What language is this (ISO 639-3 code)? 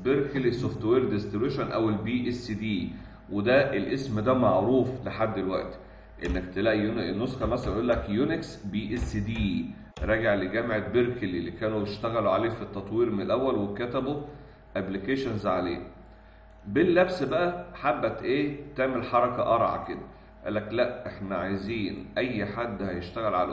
arz